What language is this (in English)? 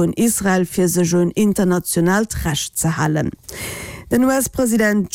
Luxembourgish